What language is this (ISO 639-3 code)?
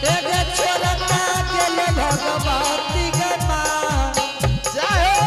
anp